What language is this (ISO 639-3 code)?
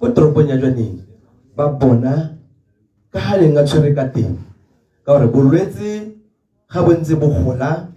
tsn